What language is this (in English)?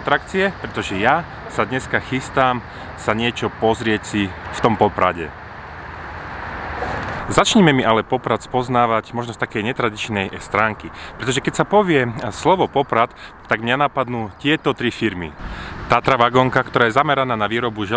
Slovak